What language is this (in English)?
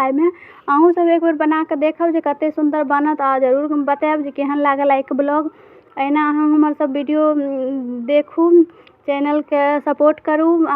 Maithili